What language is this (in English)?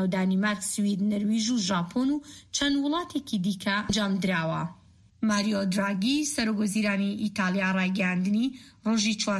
Central Kurdish